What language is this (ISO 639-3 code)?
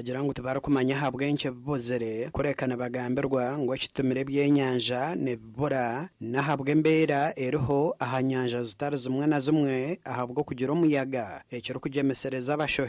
nyn